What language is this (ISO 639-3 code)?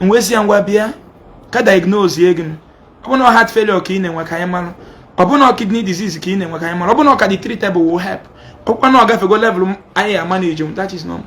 ibo